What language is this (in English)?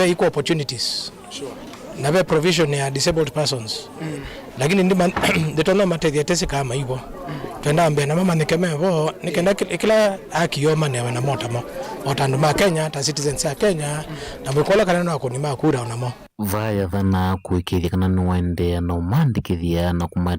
Kamba